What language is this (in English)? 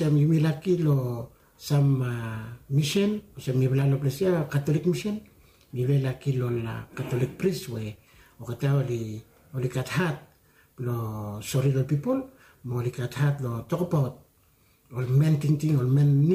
Bislama